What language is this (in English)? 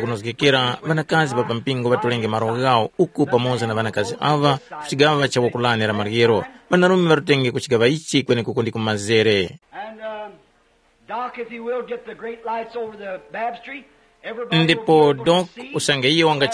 Tumbuka